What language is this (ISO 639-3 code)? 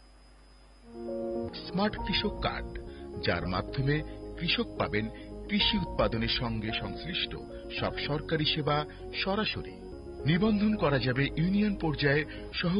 ben